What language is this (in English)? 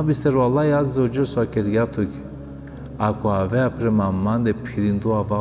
Balkan Romani